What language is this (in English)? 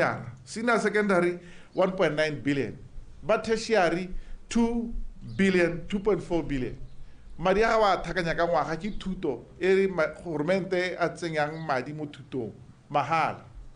Tswana